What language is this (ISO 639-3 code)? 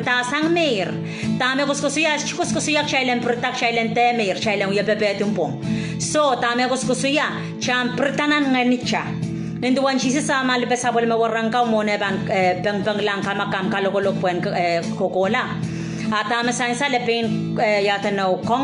pon